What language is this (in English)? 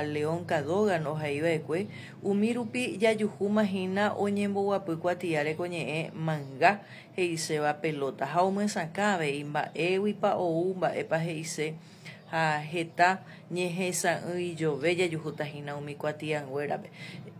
Guarani